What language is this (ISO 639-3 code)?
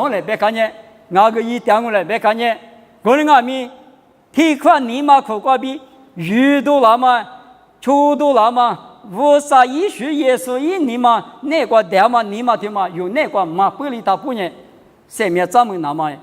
lis